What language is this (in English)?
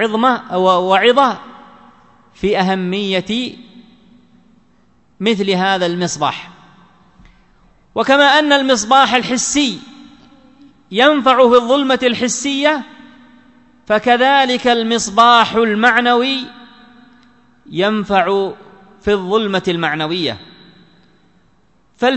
Arabic